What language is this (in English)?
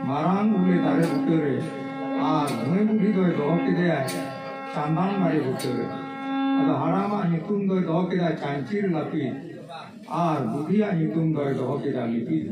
Santali